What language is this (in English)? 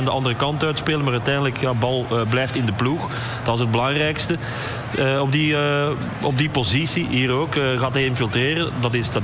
Dutch